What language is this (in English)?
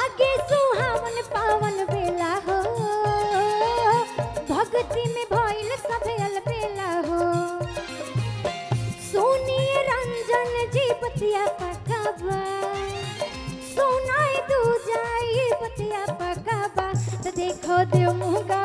Bhojpuri